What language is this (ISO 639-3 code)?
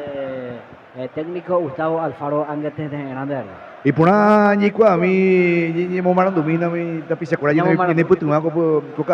grn